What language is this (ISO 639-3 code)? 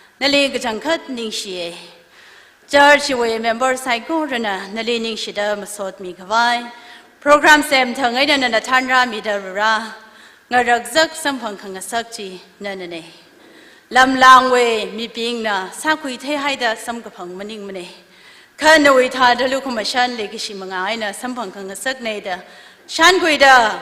nmf